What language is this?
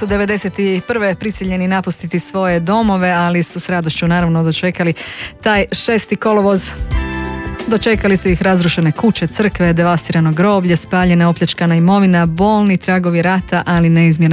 Croatian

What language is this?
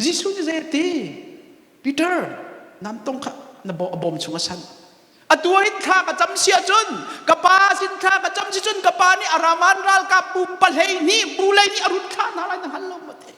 Hakha Chin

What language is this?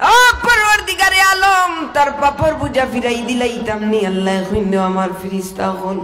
Sylheti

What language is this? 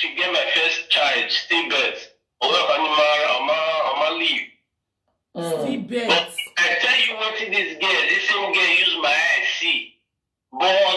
Nigerian Pidgin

